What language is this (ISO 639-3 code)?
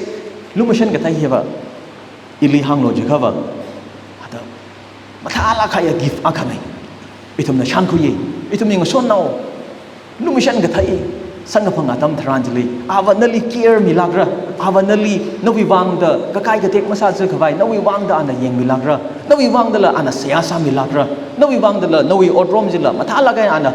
nmf